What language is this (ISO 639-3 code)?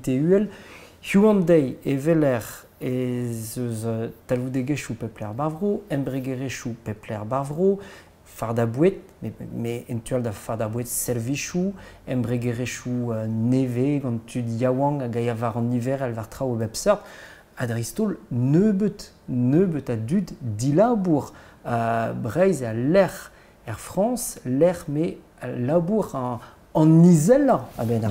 bre